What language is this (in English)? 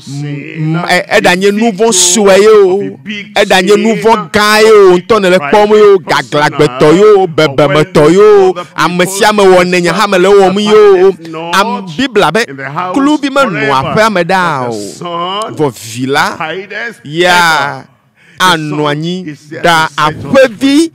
Ewe